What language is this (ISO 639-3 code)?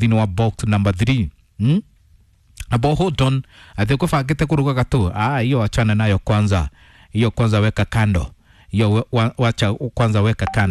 kik